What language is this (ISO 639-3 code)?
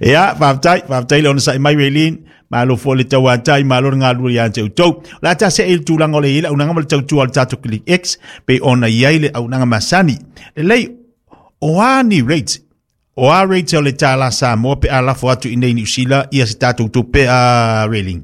smo